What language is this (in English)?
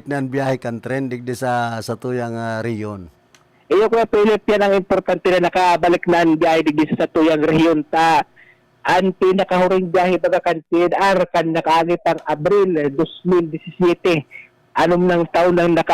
Bikol